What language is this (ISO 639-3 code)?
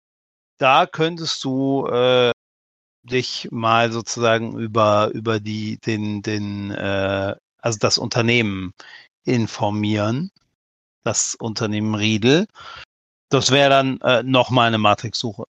deu